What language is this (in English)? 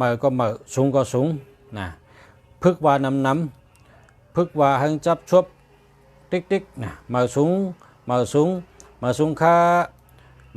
Shan